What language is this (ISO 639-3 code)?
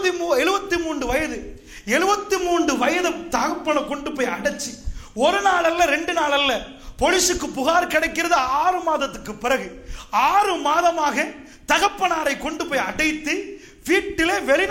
tam